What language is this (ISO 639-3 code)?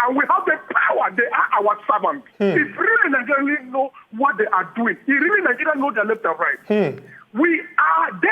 pcm